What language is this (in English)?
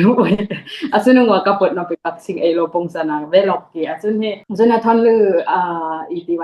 Dimasa